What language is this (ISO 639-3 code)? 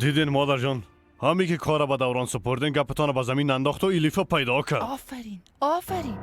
fas